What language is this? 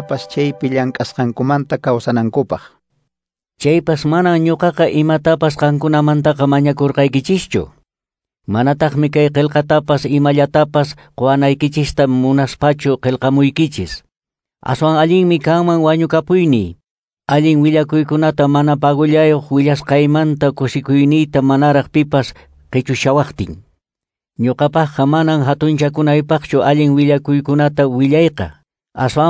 Quechua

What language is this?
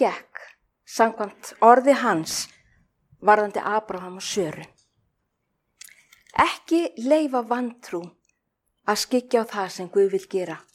Icelandic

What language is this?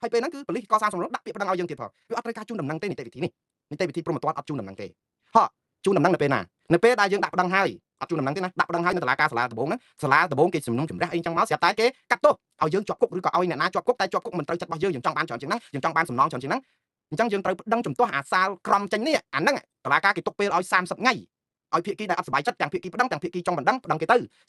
Khmer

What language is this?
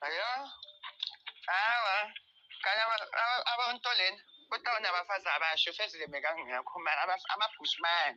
Zulu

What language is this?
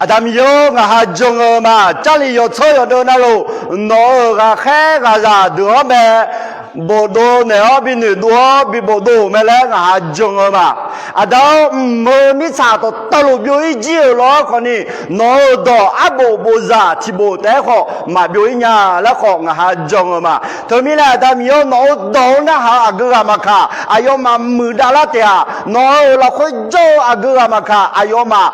Akha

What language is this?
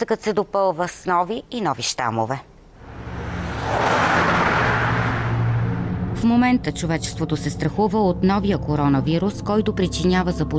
Bulgarian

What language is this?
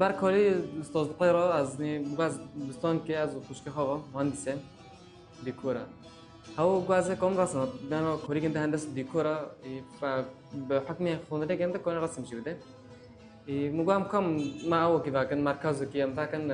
Kurdish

